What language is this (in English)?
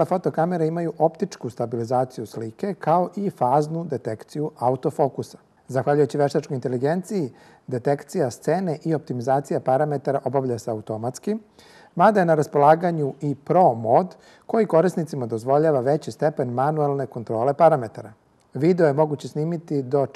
Serbian